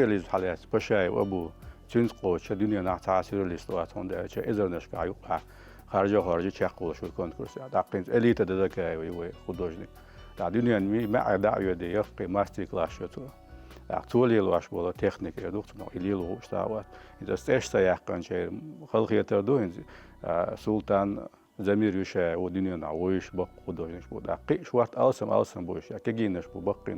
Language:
Chechen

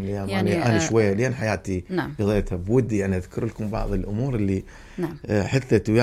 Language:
Mesopotamian Arabic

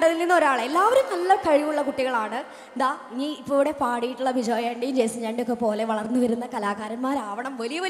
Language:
Malayalam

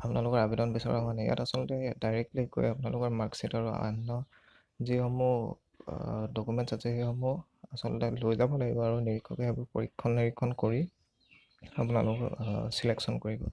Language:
Assamese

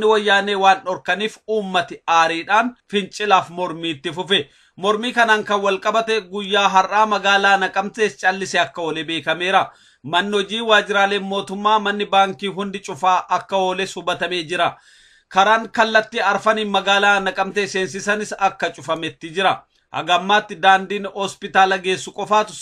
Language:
Oromo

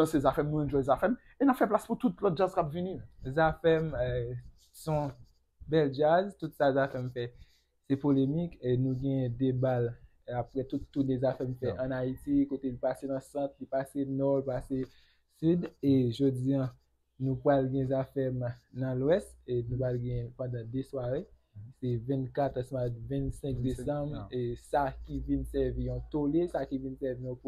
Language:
Haitian Creole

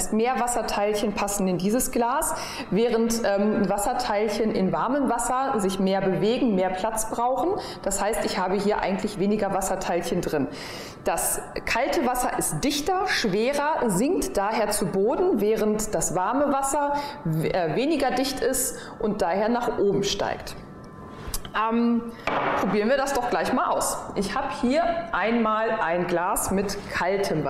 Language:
German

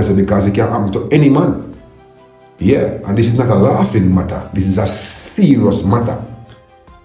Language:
Jamaican Creole English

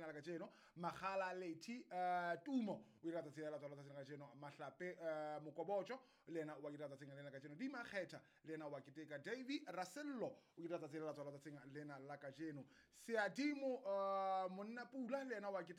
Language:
Southern Sotho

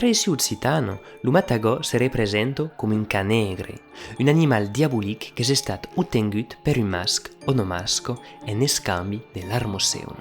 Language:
Occitan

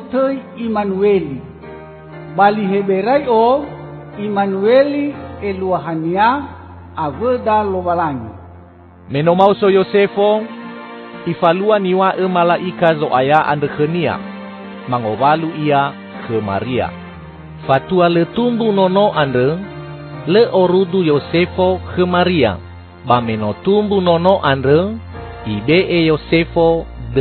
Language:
Nias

